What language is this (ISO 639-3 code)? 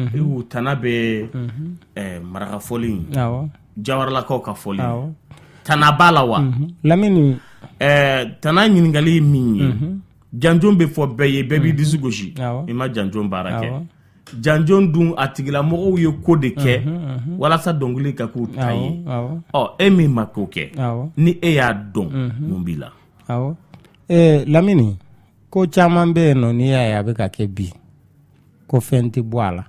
bam